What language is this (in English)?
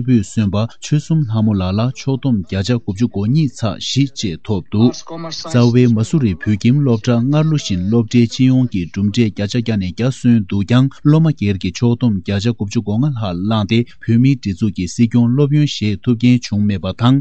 Tibetan